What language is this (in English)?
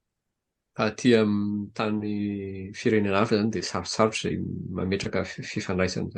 Malagasy